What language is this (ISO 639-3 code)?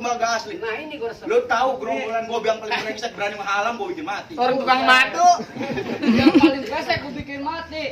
bew